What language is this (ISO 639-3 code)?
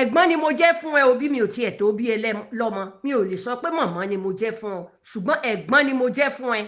yor